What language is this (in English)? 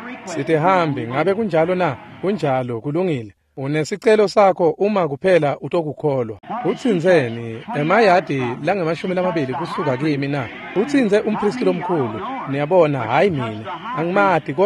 Swati